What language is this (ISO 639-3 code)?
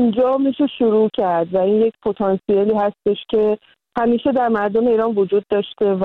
fas